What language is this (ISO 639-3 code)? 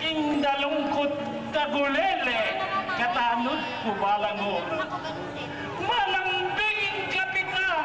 pam